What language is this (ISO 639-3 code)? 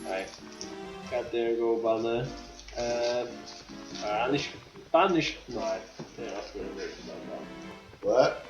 fao